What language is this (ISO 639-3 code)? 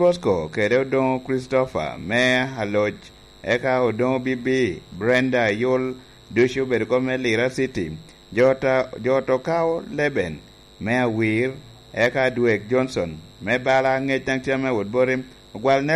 laj